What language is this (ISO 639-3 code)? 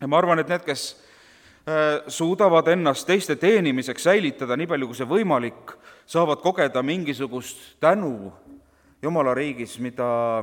est